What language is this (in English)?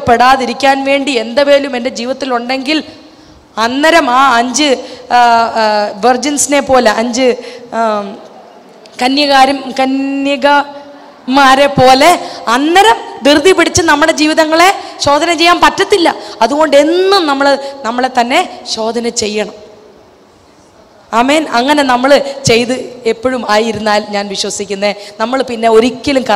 Malayalam